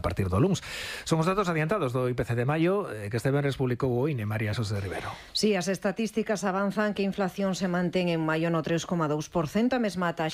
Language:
Galician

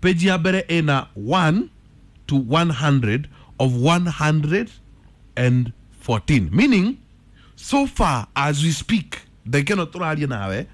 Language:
Kikuyu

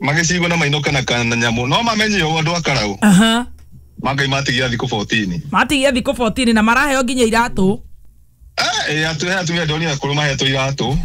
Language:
Kikuyu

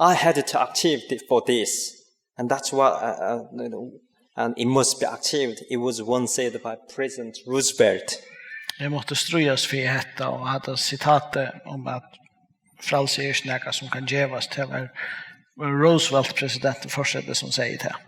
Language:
Faroese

